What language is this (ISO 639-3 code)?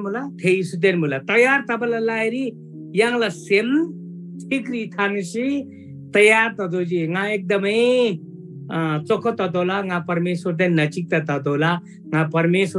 taj